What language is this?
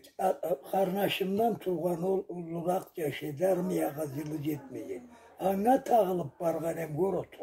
Karachay-Balkar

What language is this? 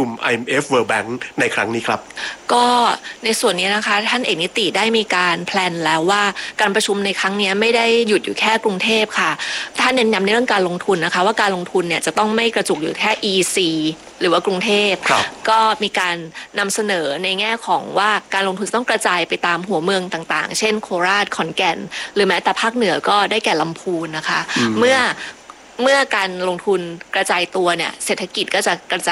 Thai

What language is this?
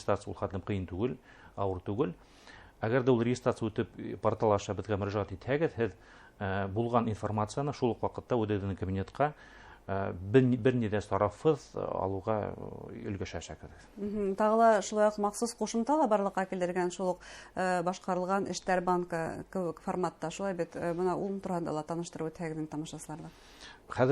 Bashkir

